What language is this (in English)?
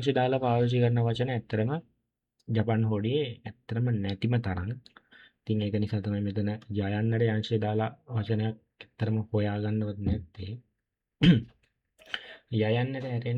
Sinhala